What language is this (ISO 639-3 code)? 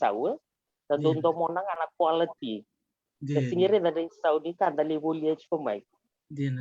fij